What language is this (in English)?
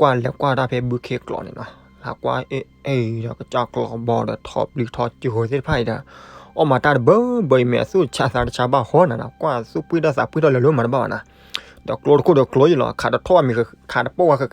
S'gaw Karen